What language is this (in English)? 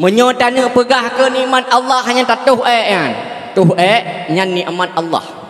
Achinese